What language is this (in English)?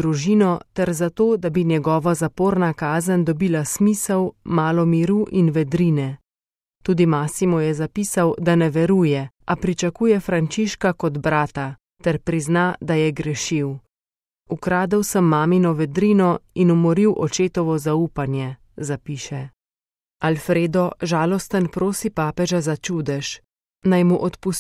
Slovenian